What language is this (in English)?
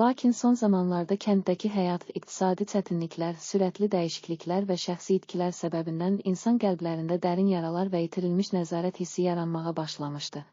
Azerbaijani